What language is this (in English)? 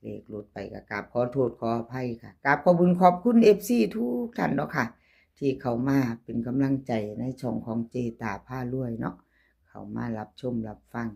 Northeastern Thai